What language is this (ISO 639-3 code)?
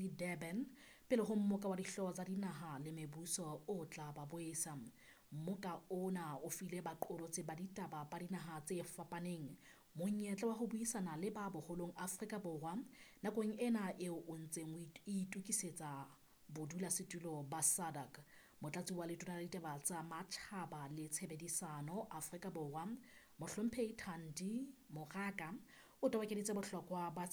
sot